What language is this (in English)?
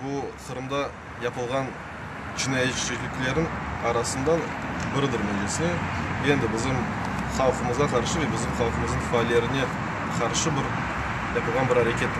Crimean Tatar